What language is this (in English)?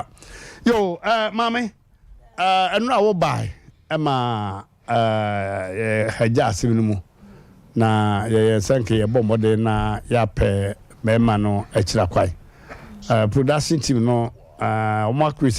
Akan